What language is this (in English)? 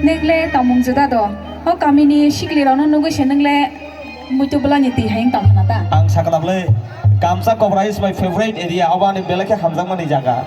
Kok Borok